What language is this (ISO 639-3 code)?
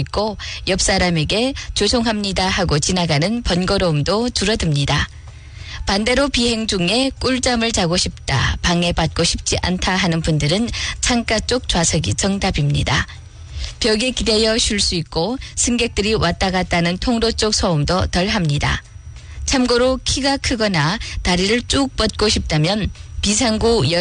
kor